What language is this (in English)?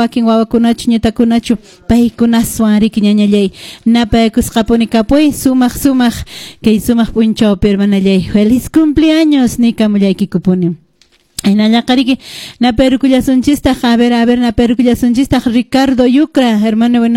Quechua